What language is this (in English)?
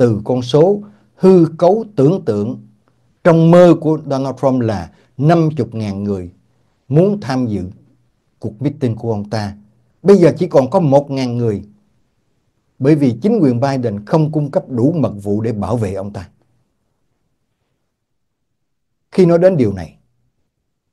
Vietnamese